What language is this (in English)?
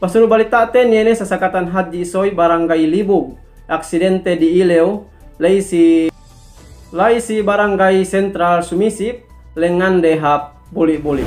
Yakan